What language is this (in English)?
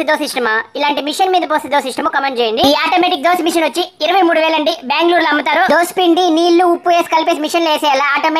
Telugu